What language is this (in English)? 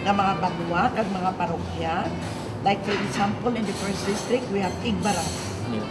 Hiligaynon